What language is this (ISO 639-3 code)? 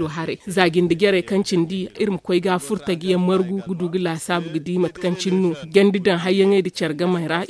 dje